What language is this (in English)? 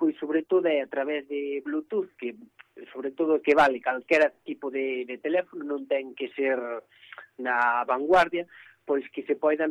Galician